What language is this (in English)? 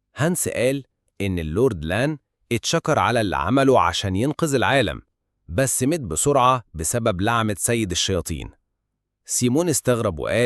Egyptian Arabic